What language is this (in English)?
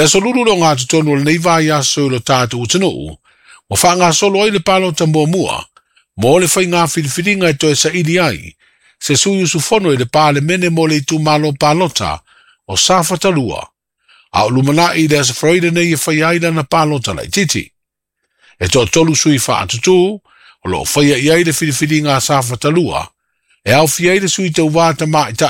Samoan